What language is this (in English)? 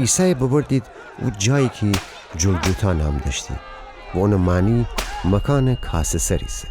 Gilaki